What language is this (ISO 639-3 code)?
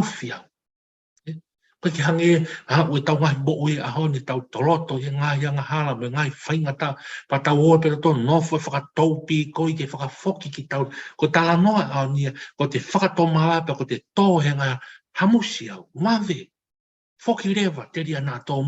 ton